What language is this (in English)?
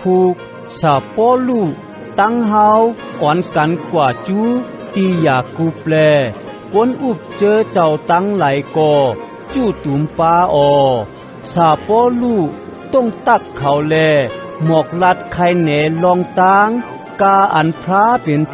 Shan